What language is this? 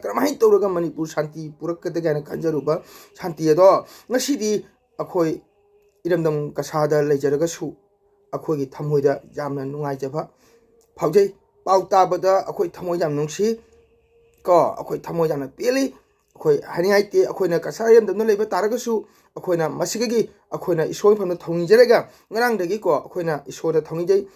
Manipuri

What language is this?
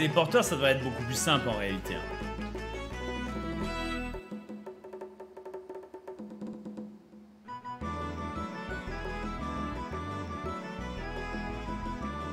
French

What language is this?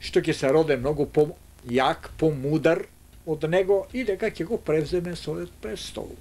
Macedonian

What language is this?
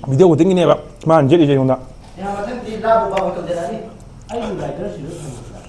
Manipuri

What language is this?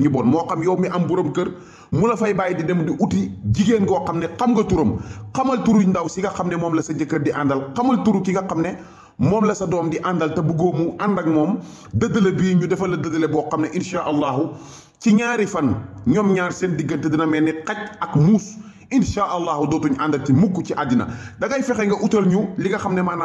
Wolof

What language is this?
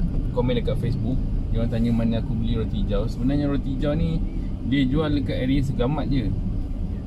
Malay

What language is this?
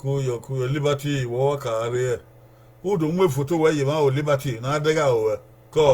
Bini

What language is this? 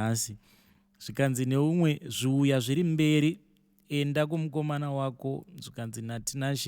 Shona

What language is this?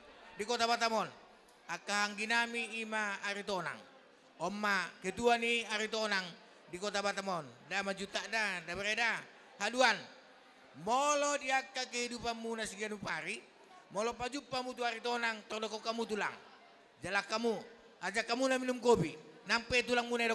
Batak Toba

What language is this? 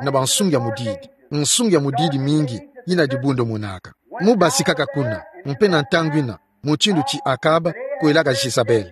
Kituba (Democratic Republic of Congo)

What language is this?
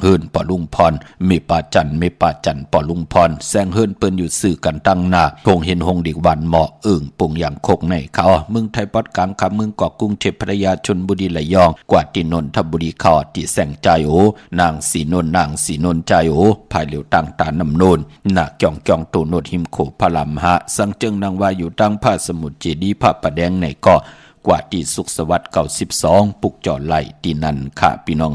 Shan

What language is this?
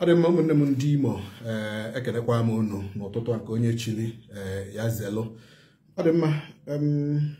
Igbo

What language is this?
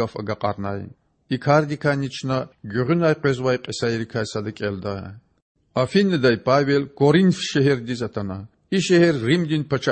Lezghian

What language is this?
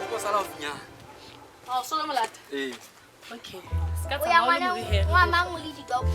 Southern Sotho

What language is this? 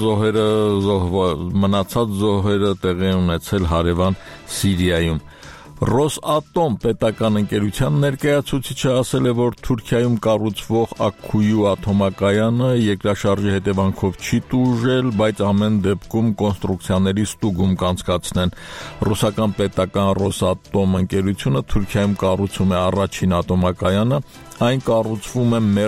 Armenian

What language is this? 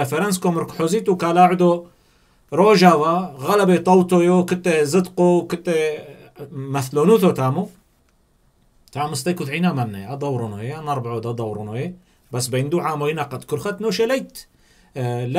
Turoyo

